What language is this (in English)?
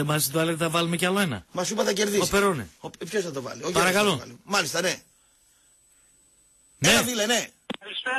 Greek